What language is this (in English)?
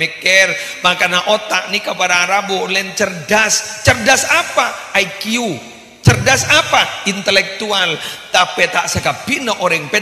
Madurese